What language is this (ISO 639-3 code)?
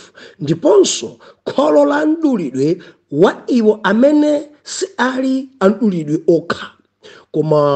nya